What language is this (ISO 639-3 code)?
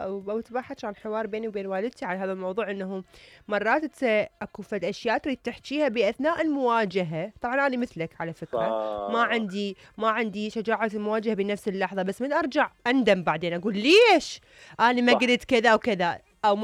acm